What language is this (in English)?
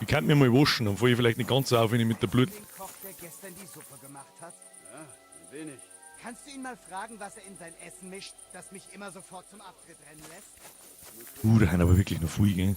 Bavarian